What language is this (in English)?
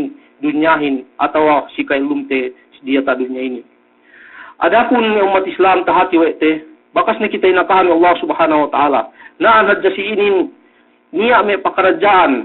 Yakan